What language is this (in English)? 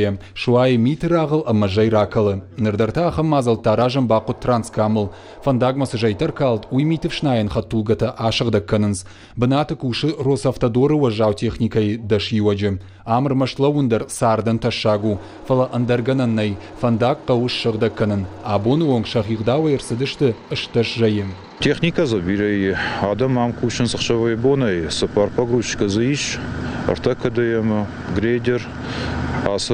Ossetic